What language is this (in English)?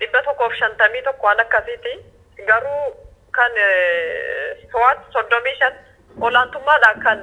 Oromo